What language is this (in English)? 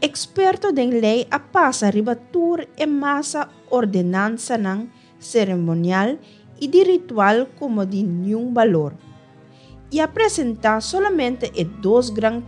Papiamento